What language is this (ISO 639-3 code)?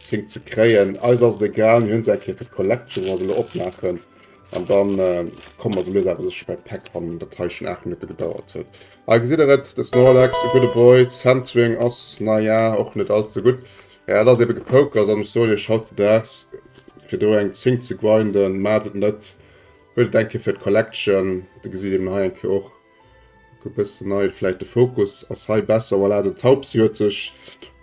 ltz